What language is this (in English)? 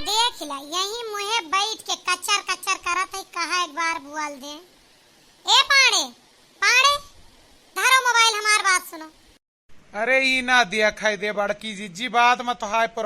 Awadhi